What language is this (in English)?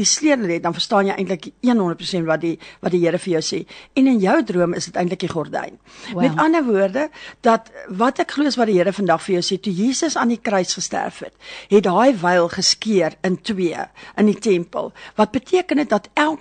Afrikaans